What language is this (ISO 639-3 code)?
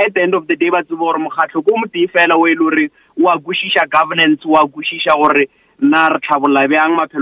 nso